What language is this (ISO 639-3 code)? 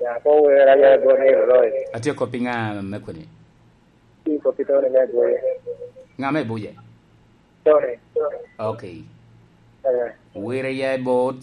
laj